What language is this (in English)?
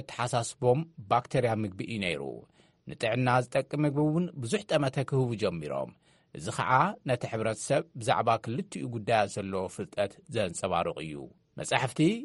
Tigrinya